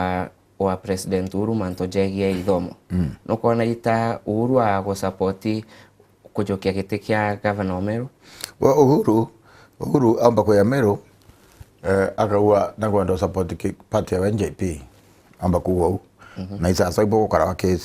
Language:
Meru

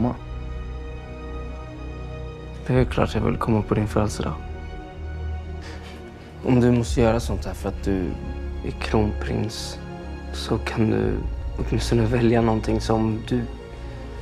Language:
Swedish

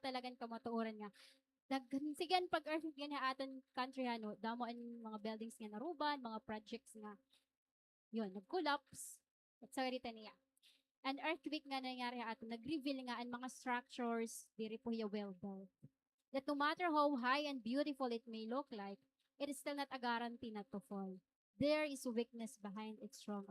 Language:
Waray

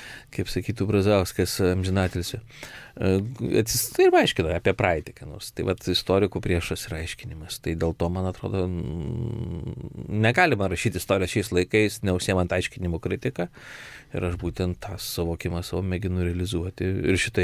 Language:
Lithuanian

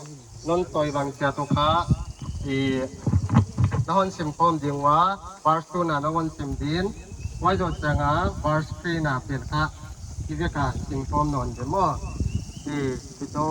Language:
Paite Chin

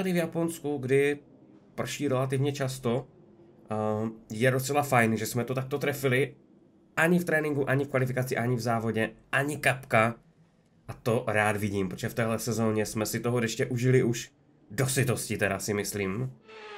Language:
Czech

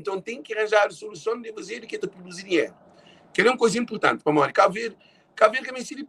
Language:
Kabuverdianu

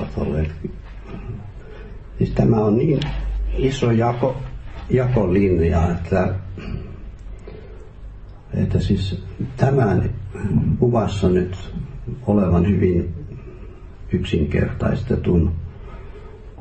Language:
Finnish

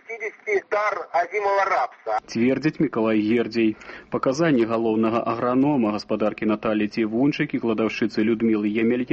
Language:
Belarusian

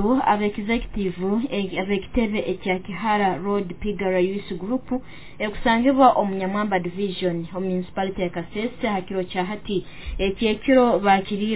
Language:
Nyoro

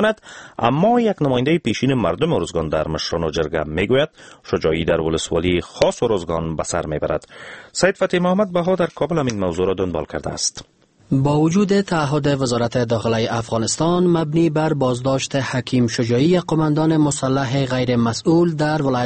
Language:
Persian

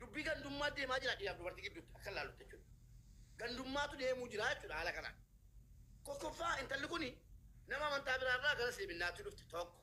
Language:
Oromo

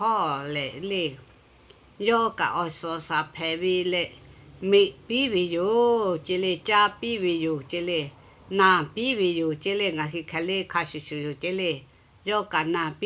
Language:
Lahu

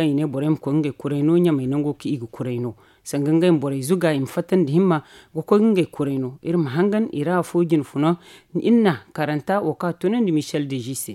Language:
Zarma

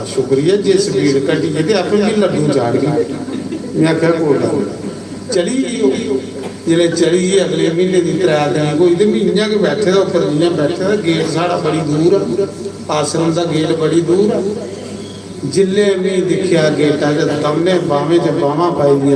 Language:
Dogri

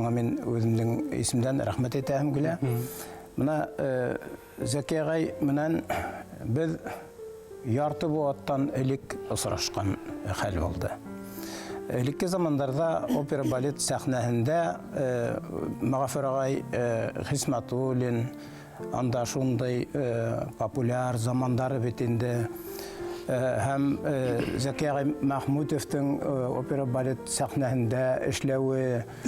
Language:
Bashkir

